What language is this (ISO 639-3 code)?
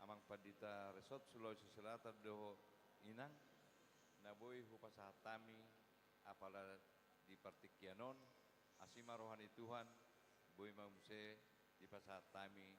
bbc